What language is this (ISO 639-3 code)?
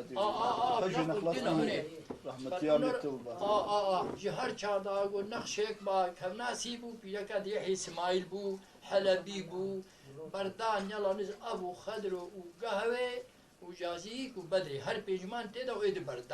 kur